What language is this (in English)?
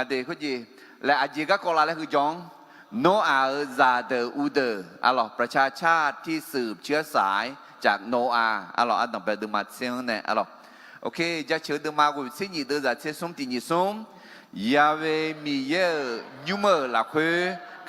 Akha